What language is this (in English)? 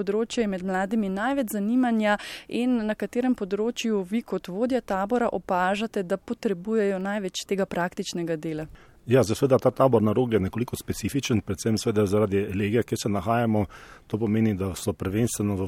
Slovenian